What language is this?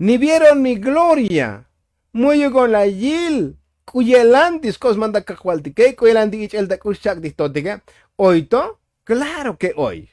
Tzotzil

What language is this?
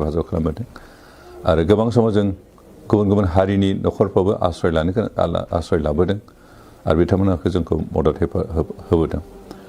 Bodo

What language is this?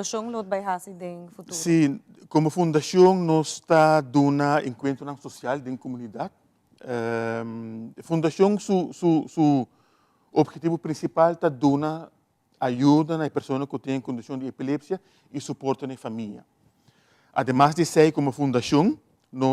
Papiamento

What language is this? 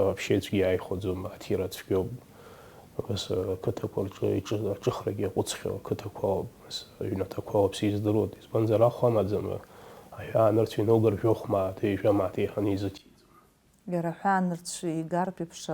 Abkhazian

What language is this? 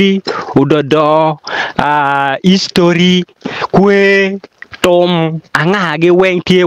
Acoli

